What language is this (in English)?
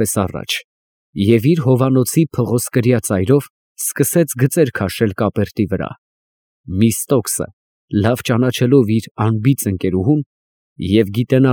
Armenian